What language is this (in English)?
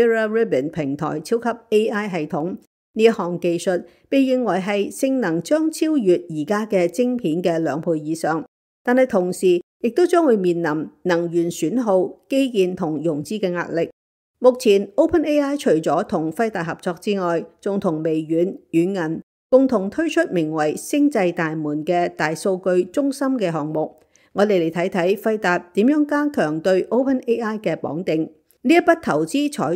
Cantonese